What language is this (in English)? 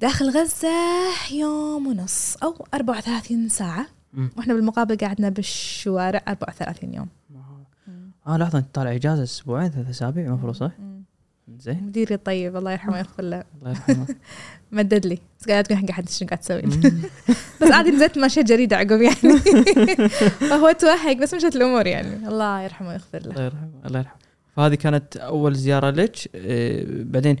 Gulf Arabic